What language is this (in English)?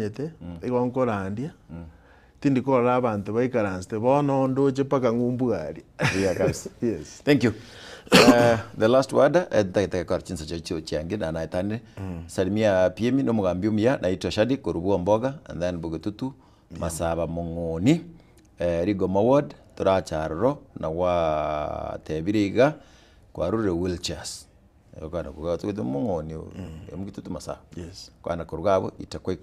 Gusii